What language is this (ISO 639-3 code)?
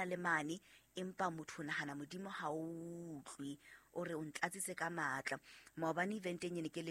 sot